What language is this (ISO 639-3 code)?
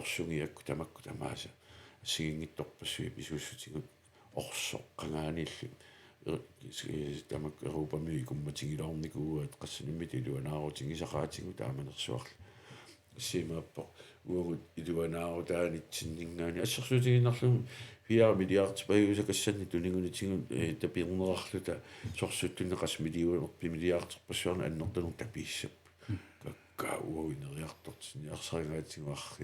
kal